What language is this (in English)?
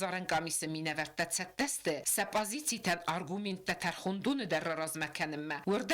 Ossetic